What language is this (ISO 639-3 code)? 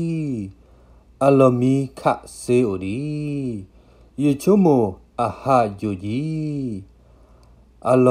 ksw